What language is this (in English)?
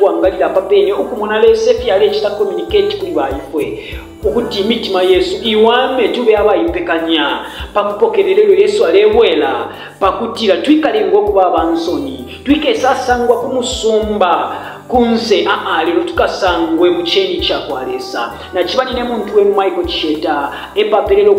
Bemba